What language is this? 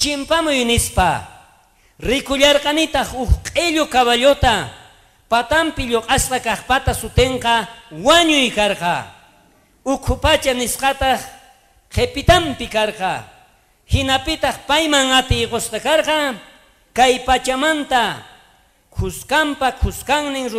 South Bolivian Quechua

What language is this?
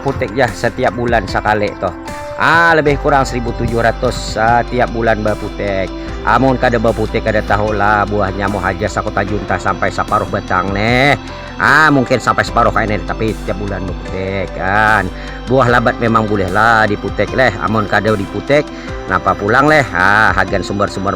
Banjar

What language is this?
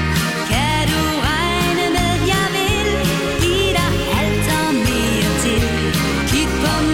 Danish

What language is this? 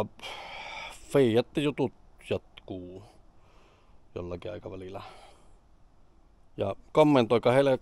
Finnish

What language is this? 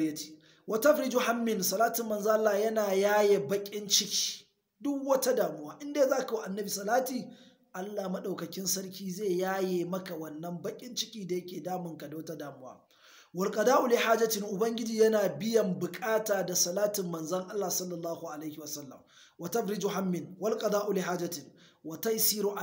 Hausa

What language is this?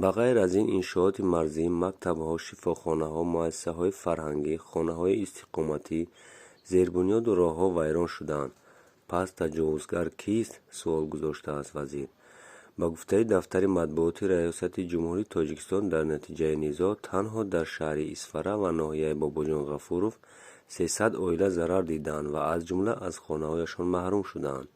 Tajik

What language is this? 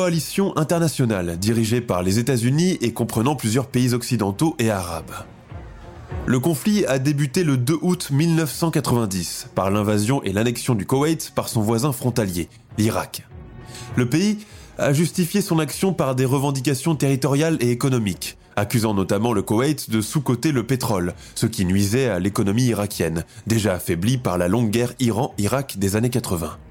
French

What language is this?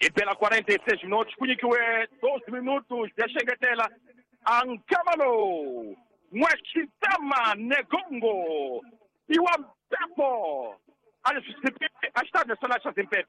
Tsonga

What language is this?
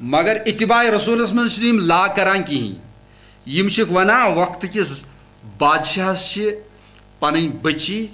Kashmiri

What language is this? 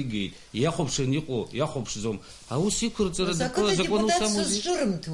Abkhazian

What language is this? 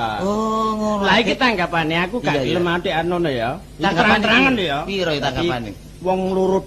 Javanese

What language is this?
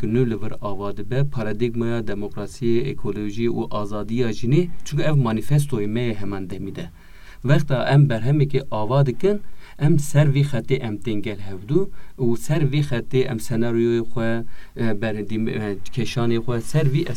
Kurdish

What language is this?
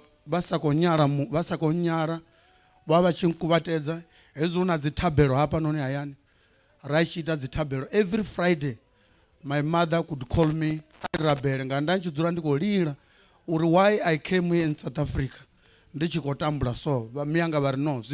Venda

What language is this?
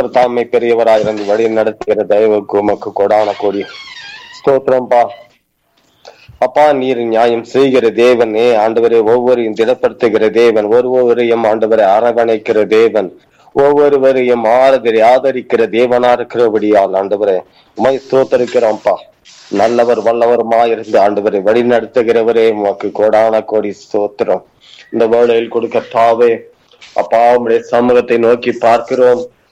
Tamil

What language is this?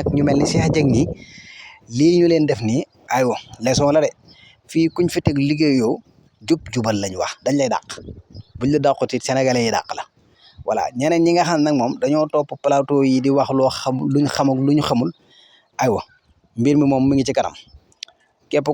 Wolof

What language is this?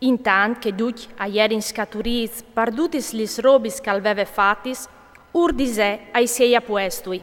Friulian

